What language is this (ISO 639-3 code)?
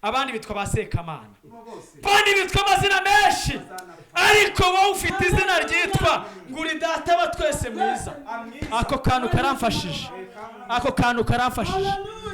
kin